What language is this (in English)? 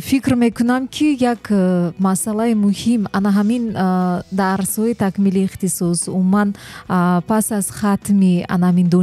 Tajik